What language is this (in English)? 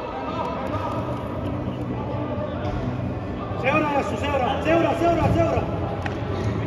Finnish